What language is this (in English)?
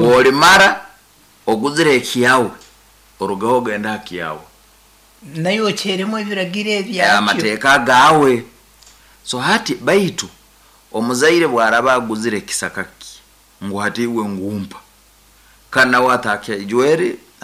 Nyankole